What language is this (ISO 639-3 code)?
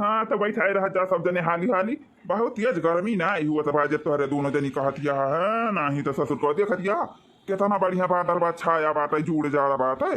awa